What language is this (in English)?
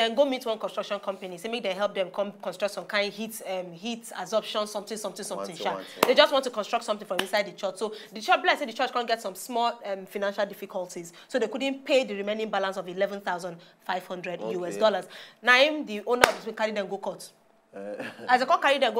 Nigerian Pidgin